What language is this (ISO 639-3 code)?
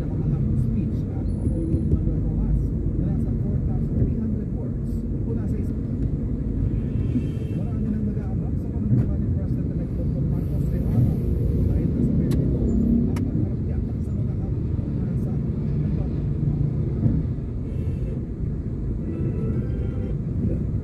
fil